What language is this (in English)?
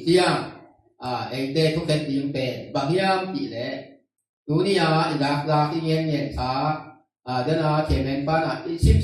Tedim Chin